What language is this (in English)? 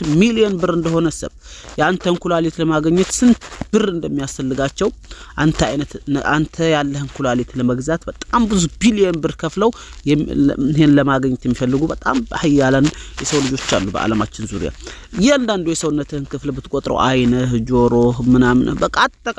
Amharic